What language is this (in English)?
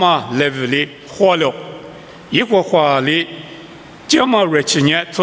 Lisu